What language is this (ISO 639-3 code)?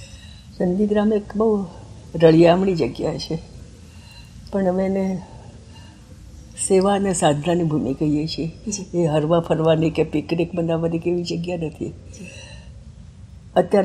guj